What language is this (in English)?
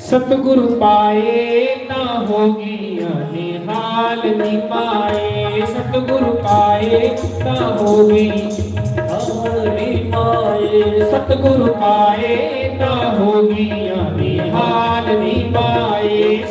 Dogri